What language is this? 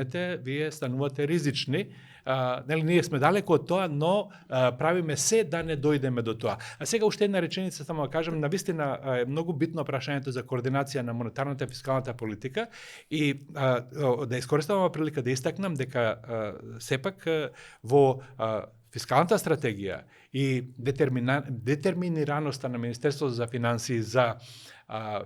Macedonian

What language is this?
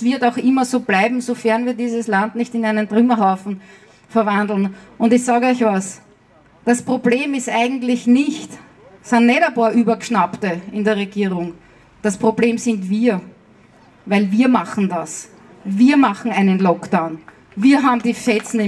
German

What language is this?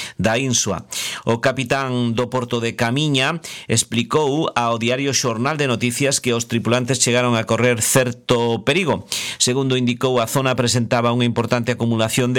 Galician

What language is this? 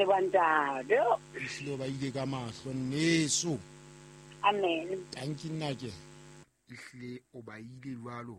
Southern Sotho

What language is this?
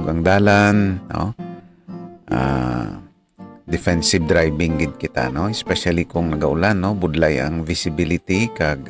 Hiligaynon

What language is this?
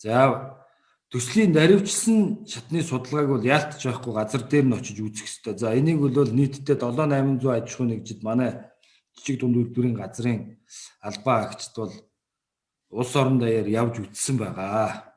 Mongolian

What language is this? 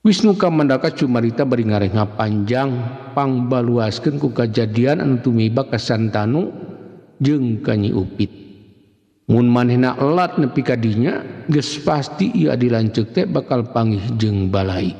Sundanese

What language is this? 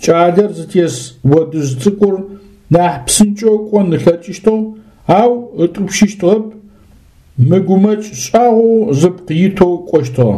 Adyghe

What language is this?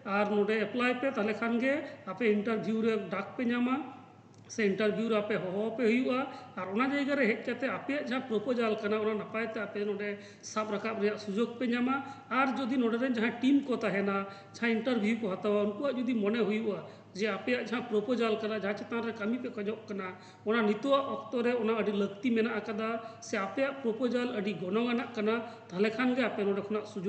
Santali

